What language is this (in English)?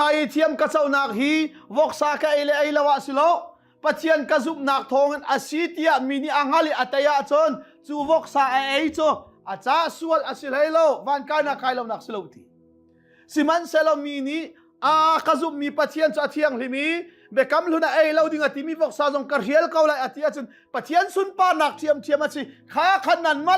Hakha Chin